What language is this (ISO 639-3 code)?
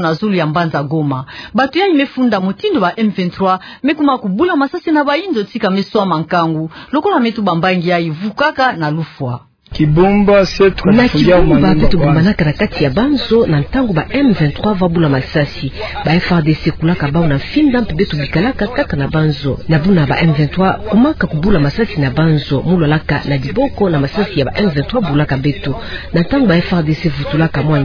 ktu